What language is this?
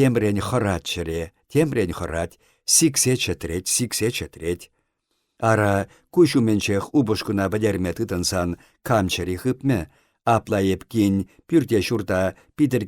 Chuvash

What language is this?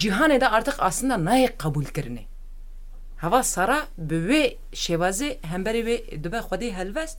Kurdish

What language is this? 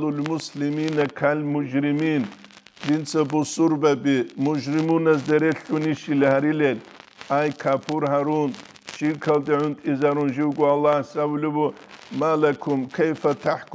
Avaric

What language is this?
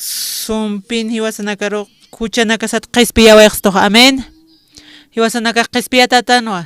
Aymara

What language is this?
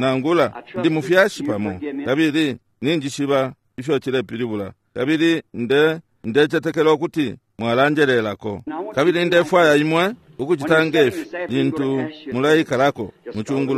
Bemba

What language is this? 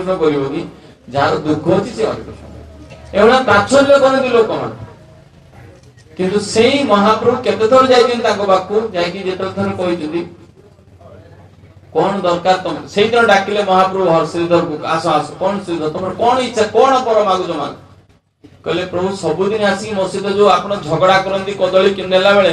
Odia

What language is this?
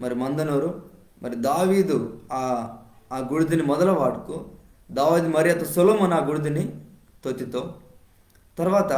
Koya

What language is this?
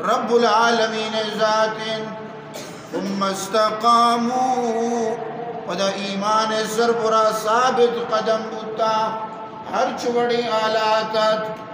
Baluchi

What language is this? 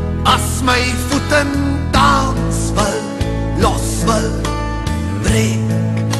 Afrikaans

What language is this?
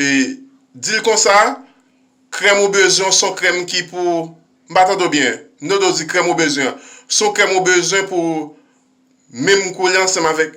Haitian Creole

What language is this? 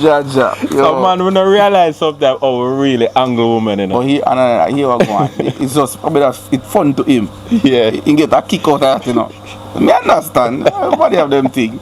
Jamaican Creole English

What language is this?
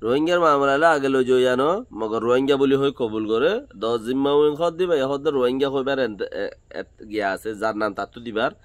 Rohingya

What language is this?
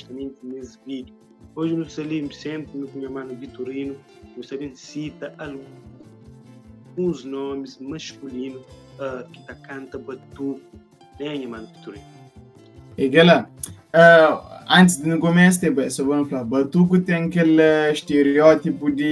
Kabuverdianu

